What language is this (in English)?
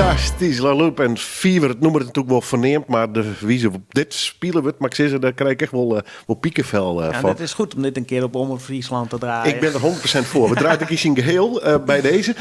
Western Frisian